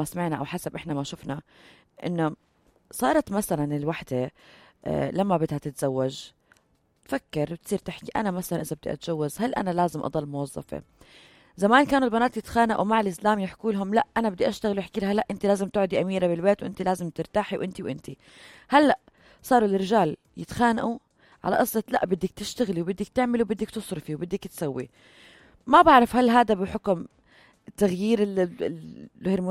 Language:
North Levantine Arabic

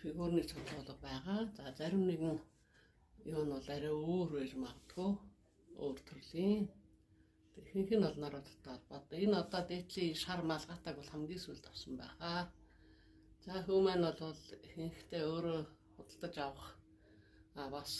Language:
Mongolian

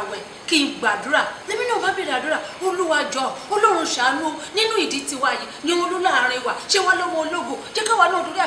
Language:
Yoruba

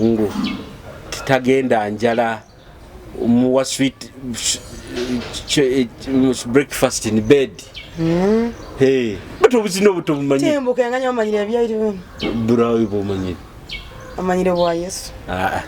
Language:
Nyoro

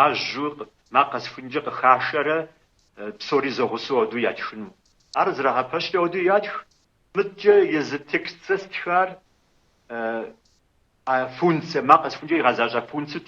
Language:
Kabardian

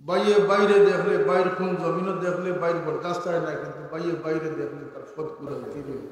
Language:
Sylheti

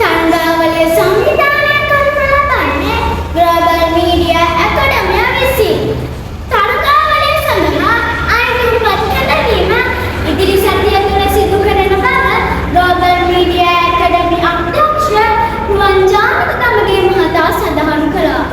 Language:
Sinhala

